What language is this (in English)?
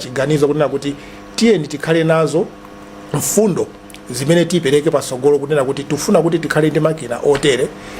Nyanja